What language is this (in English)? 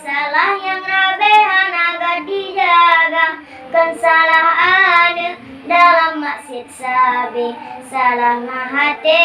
Achinese